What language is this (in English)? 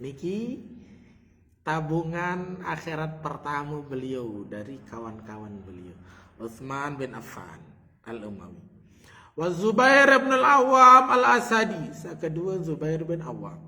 Sasak